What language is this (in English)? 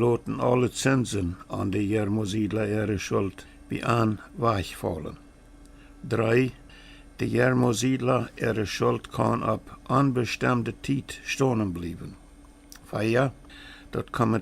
Plautdietsch